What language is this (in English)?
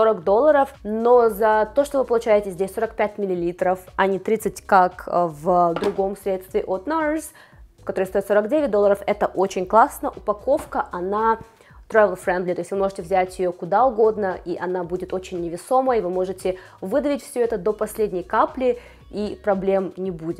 Russian